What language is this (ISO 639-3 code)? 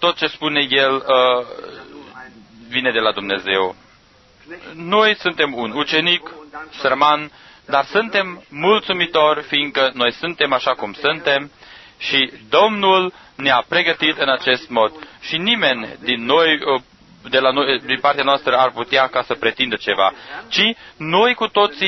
ron